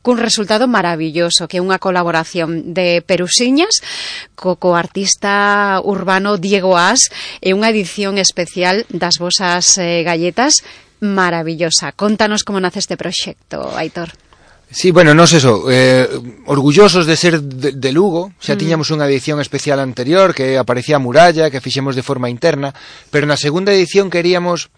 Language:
Galician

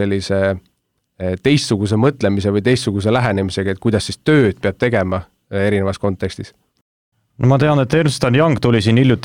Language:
Estonian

